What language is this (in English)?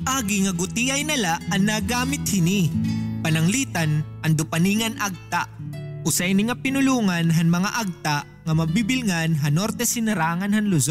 Waray